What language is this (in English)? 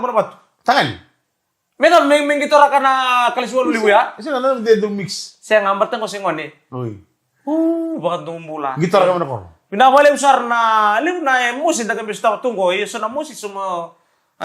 Fijian